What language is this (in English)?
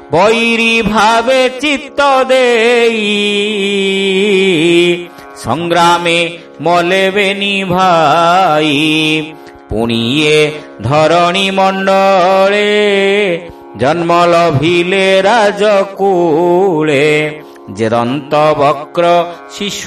Odia